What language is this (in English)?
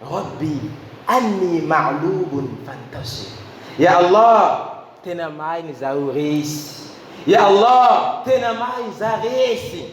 Malagasy